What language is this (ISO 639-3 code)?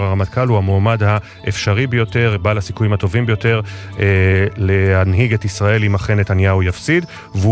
heb